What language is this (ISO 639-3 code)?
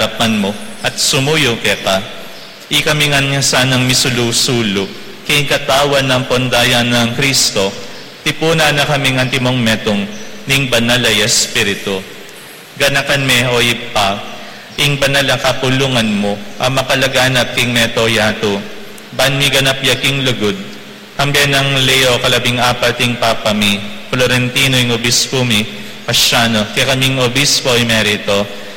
pam